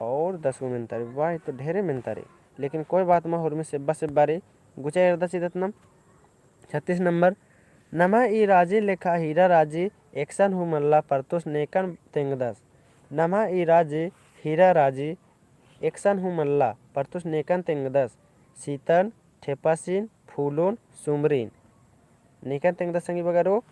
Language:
Kurukh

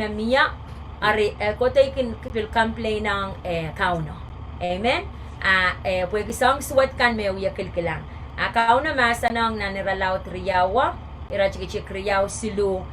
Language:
Pohnpeian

